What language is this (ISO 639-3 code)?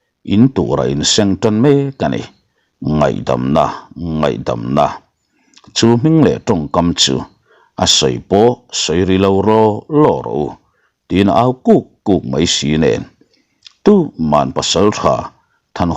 lus